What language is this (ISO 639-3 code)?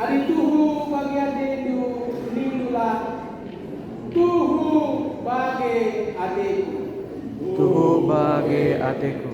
btx